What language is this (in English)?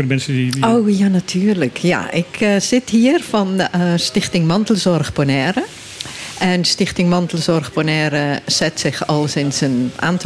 Dutch